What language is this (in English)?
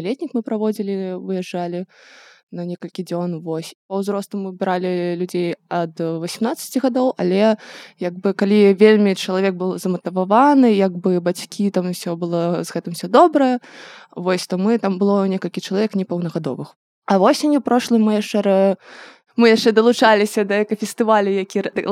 Belarusian